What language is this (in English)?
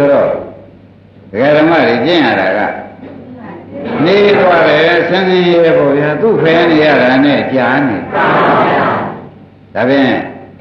Burmese